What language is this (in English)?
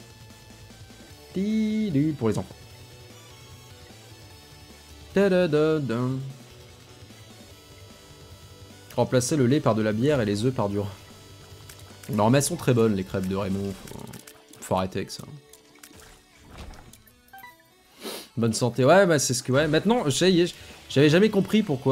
French